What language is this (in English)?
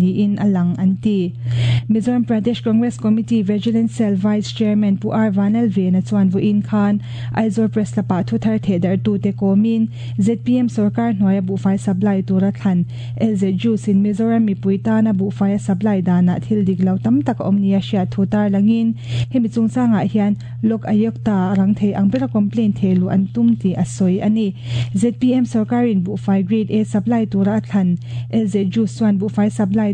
Mizo